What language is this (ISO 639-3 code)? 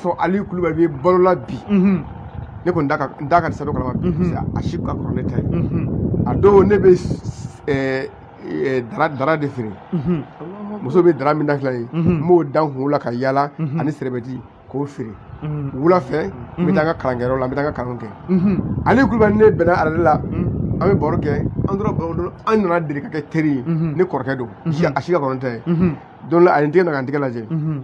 bam